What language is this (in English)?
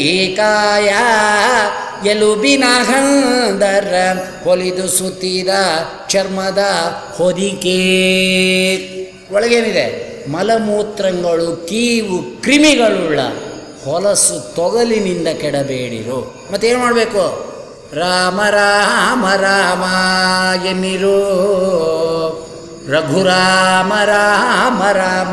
Kannada